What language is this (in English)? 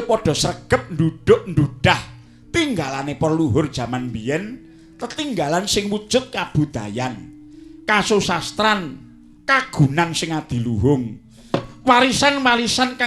Javanese